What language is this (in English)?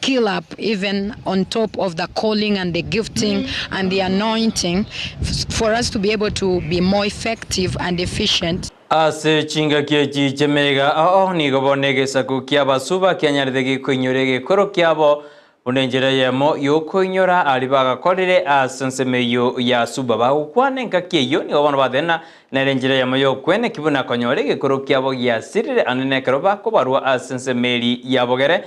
Gusii